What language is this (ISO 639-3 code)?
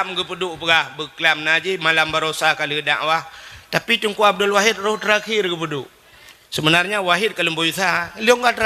ace